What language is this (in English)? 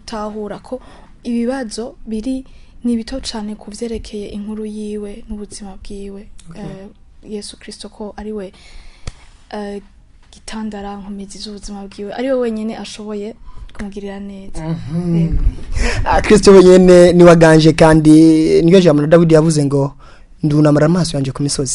Rundi